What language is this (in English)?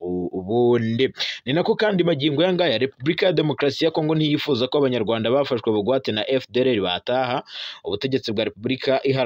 Kinyarwanda